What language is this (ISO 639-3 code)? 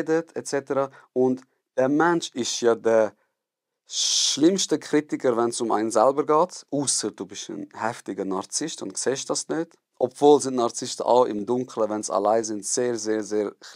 gsw